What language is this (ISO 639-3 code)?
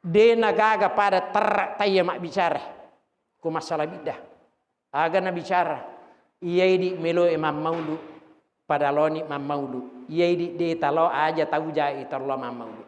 bug